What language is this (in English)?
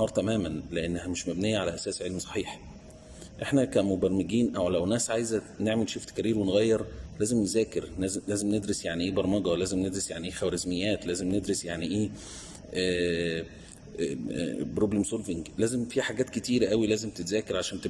Egyptian Arabic